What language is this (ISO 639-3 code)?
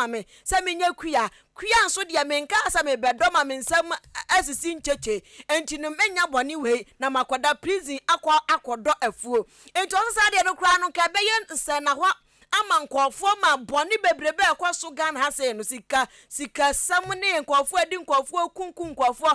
aka